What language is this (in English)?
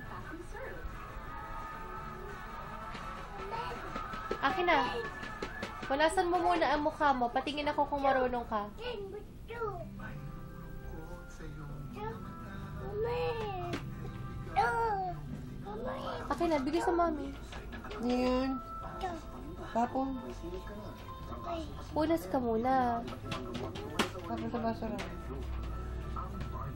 Filipino